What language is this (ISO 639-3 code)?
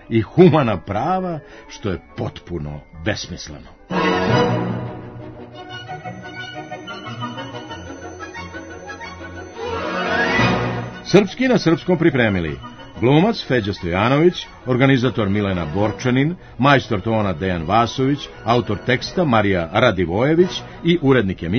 srp